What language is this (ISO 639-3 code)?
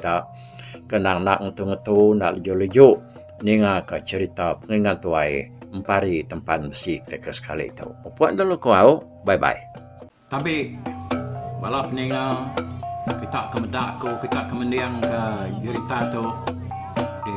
iba